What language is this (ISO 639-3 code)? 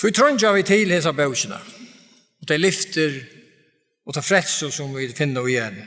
fao